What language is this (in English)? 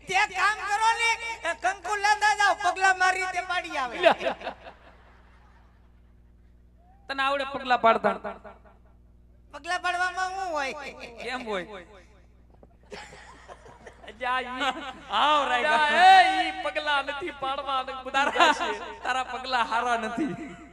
Gujarati